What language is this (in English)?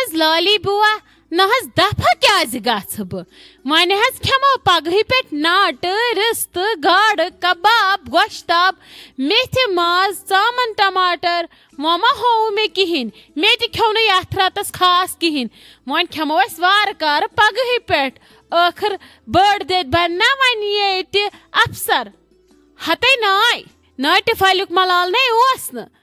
Kashmiri